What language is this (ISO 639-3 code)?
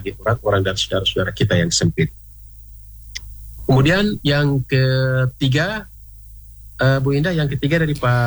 ind